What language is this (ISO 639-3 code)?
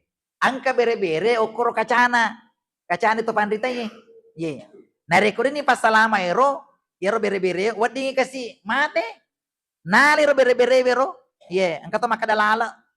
bug